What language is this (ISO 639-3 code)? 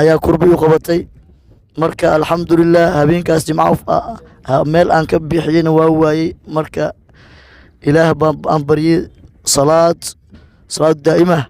som